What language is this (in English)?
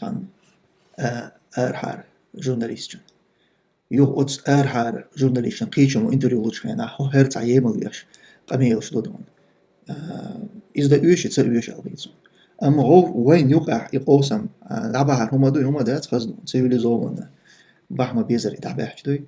Chechen